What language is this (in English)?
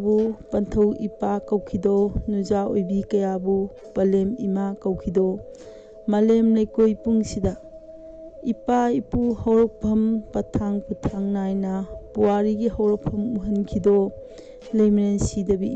Manipuri